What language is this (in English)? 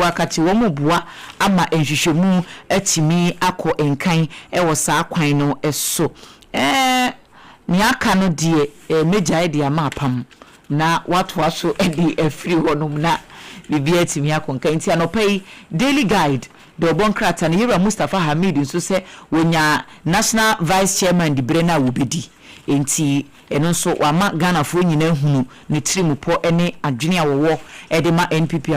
Akan